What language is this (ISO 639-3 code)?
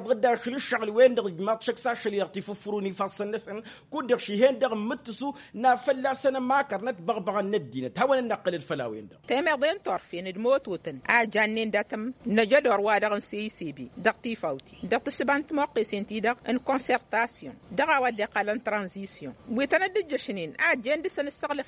taq